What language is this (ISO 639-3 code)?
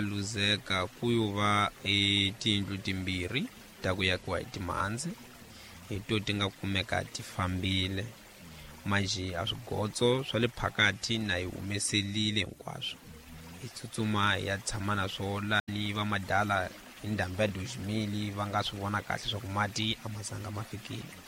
tso